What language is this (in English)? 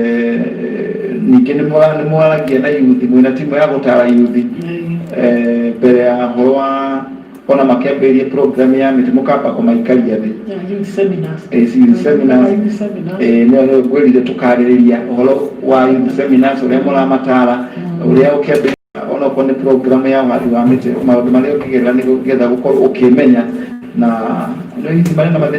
Kikuyu